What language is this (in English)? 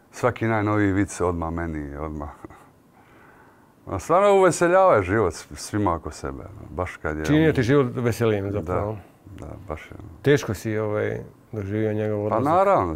Croatian